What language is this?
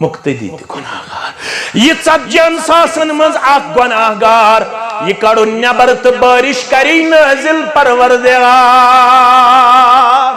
Kashmiri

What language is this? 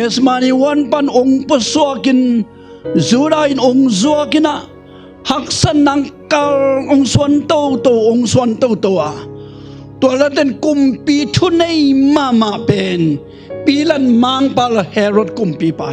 Tedim Chin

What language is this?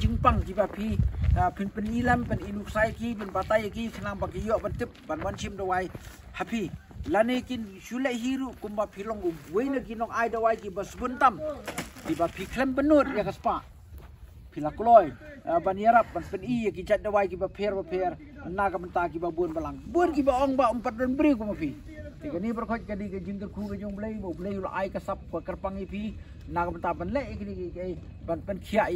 Khasi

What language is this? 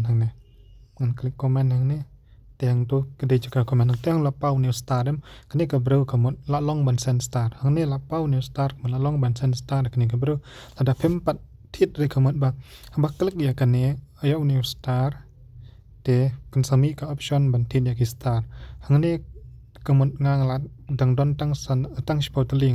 Khasi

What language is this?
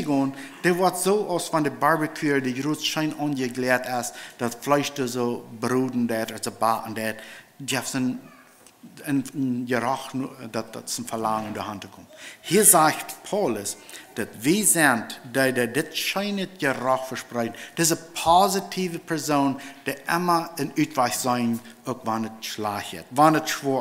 Plautdietsch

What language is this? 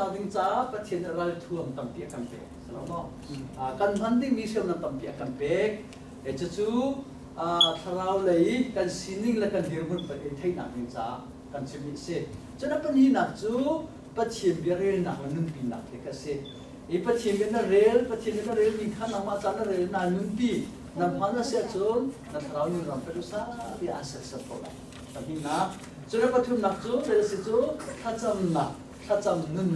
Hakha Chin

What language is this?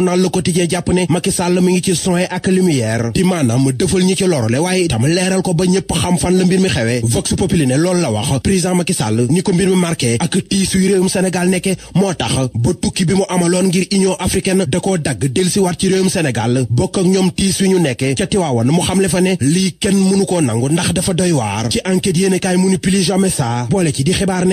Wolof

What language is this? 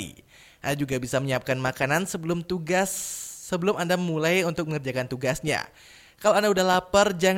Indonesian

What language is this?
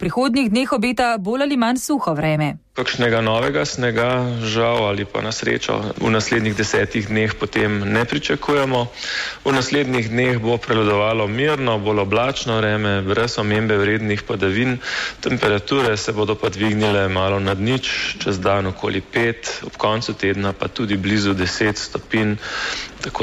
Slovenian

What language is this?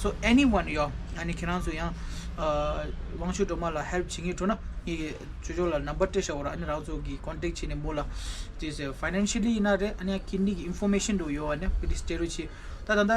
Tibetan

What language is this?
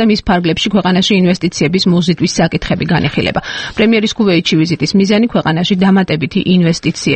Georgian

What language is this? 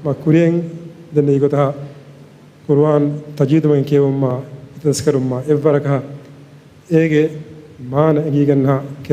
Divehi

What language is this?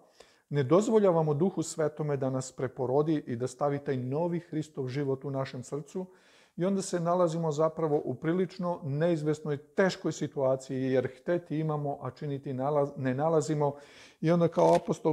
Serbian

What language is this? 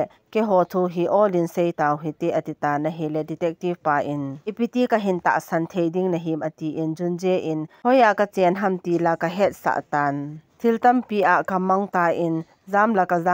Thado Chin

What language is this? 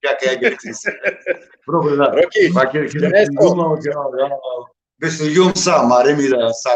Balkan Romani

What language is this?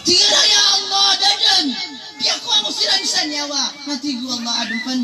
Maranao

